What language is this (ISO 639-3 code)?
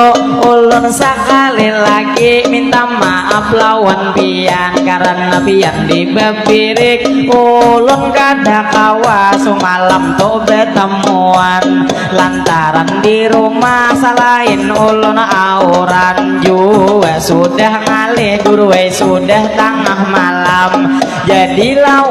bjn